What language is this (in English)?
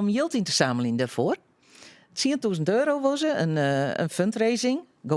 Western Frisian